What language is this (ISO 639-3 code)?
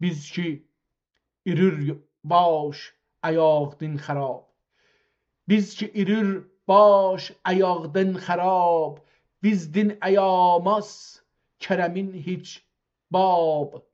azb